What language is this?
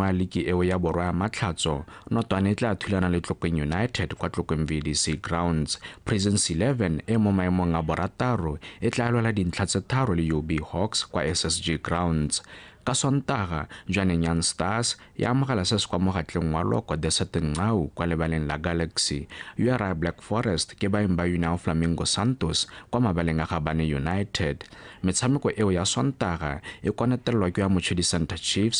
Tswana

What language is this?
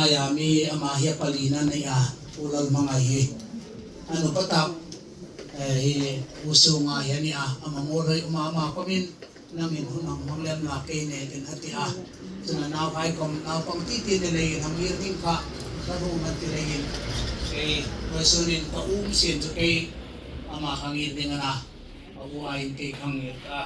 Hmar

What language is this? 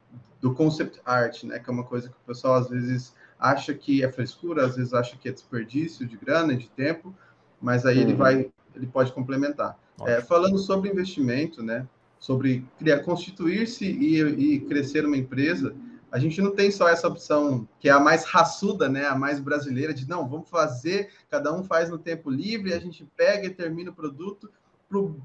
Portuguese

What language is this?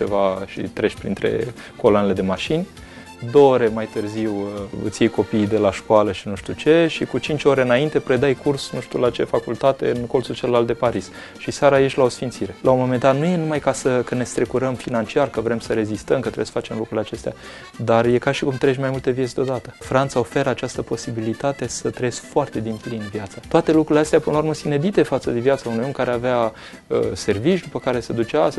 Romanian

